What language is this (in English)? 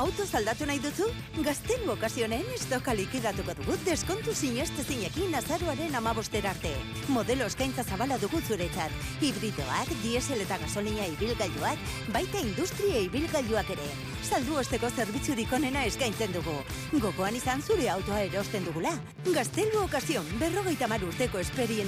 Basque